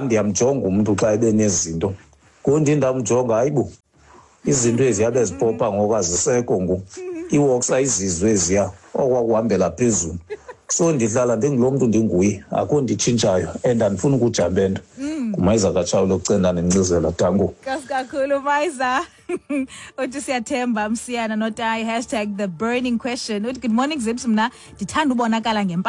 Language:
Xhosa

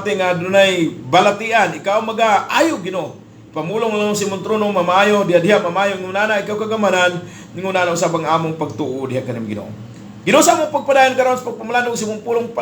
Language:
Cebuano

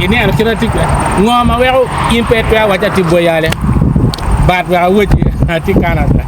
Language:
Acoli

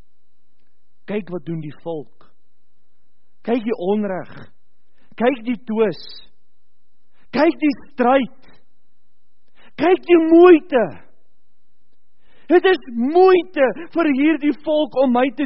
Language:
Afrikaans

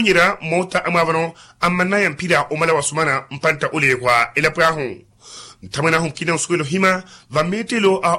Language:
Makhuwa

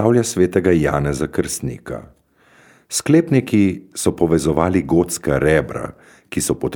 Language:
Slovenian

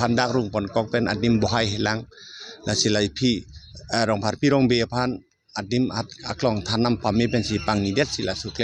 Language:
Karbi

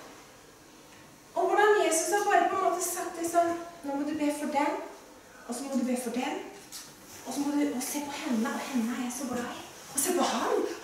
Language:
Norwegian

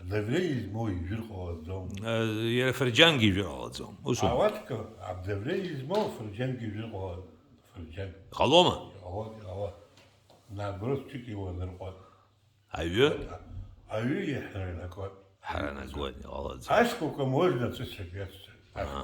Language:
Abkhazian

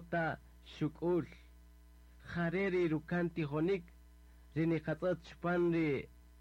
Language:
Kaqchikel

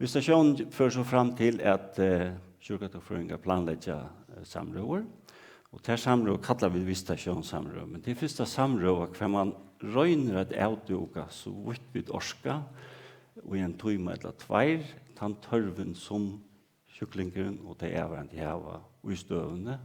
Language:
Faroese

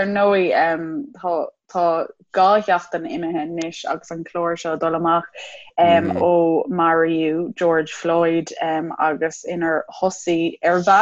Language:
Irish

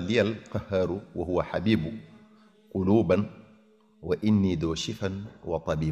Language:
Wolof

